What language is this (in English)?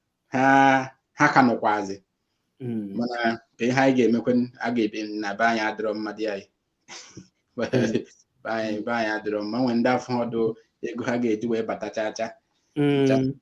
Igbo